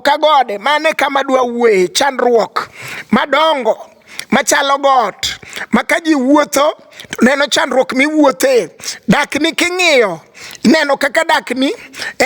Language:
Luo (Kenya and Tanzania)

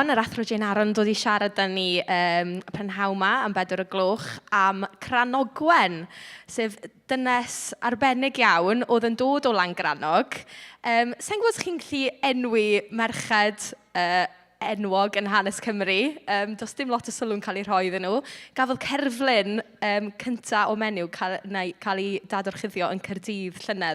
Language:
Welsh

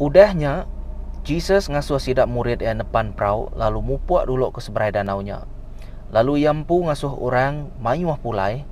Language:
Iban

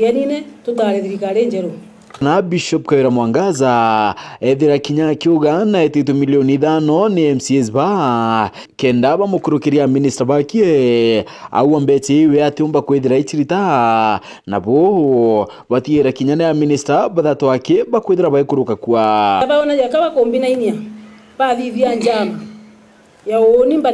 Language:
Meru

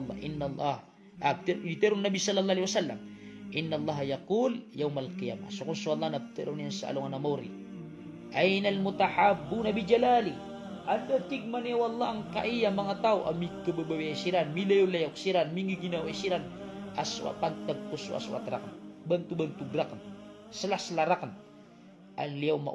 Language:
Maranao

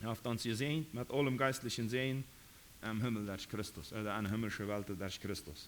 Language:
Plautdietsch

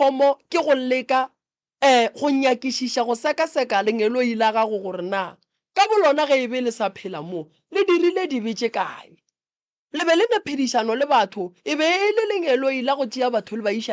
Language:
Northern Sotho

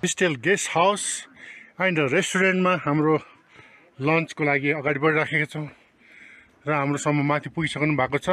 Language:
Nepali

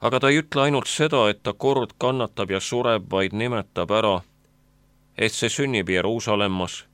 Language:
Estonian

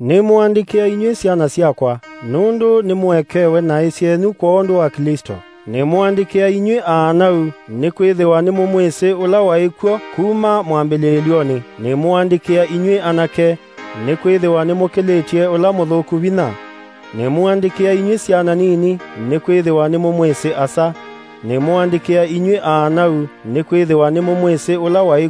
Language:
Kamba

